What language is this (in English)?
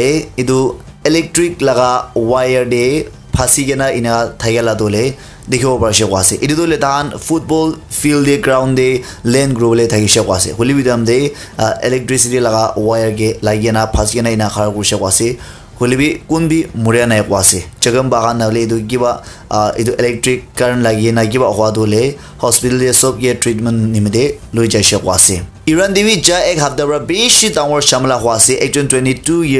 Naga Pidgin